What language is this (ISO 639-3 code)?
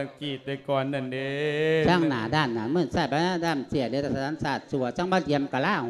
lao